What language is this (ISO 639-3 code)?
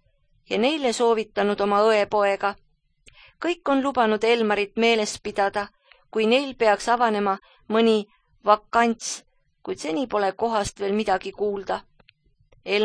est